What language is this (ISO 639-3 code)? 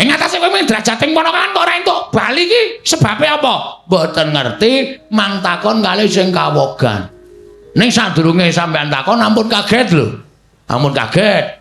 jav